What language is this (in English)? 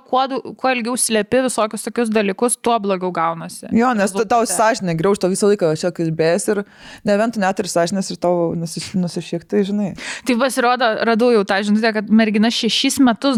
Lithuanian